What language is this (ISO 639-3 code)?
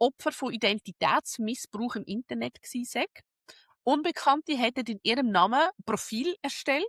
gsw